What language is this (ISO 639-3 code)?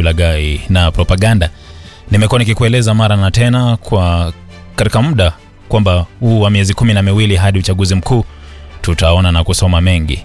swa